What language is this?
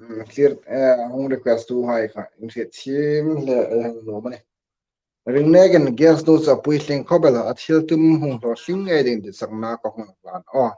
Hmar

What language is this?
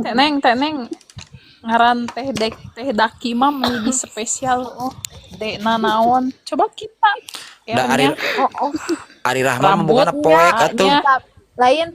Sundanese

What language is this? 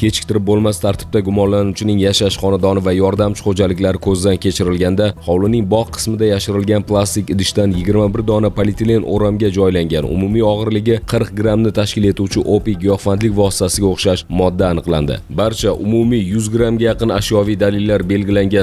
Uzbek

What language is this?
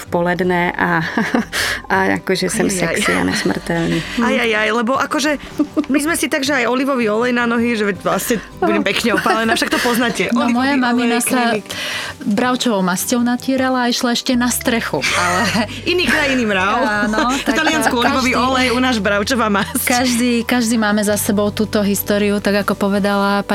Slovak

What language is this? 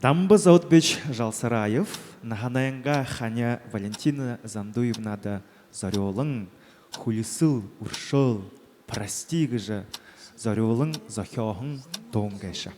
Buriat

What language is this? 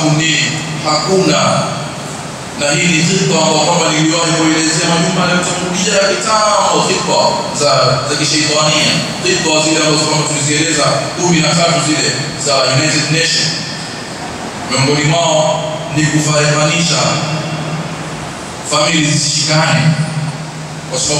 Swahili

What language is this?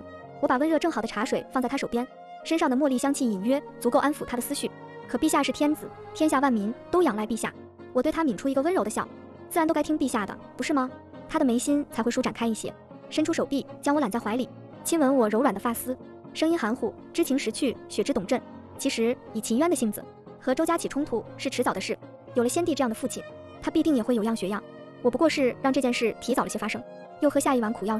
Chinese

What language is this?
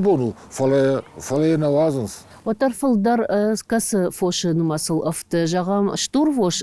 Ossetic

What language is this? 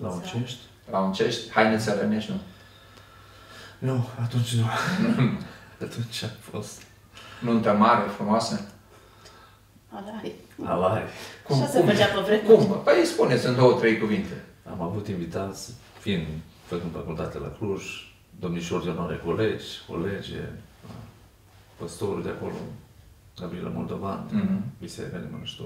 Romanian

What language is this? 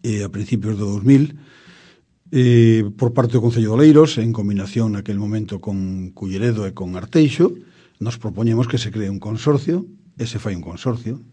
Galician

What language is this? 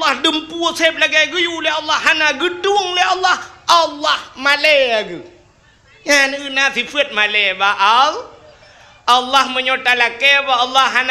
Achinese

